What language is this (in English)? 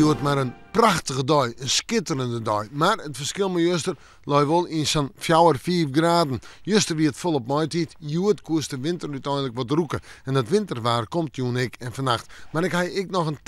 Western Frisian